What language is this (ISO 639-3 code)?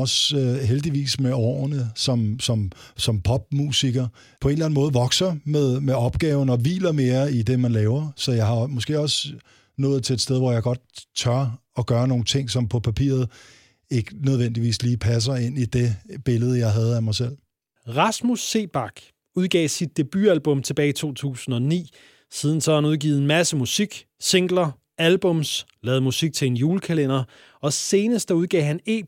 dan